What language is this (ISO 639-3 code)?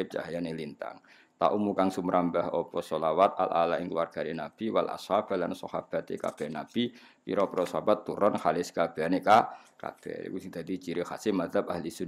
jav